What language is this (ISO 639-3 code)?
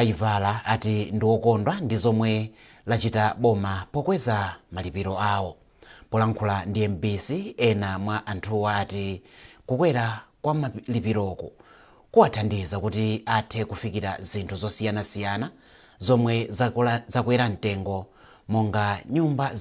nya